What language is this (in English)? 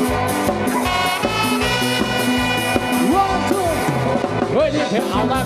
Thai